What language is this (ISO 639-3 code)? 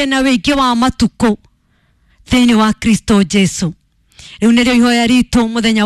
kik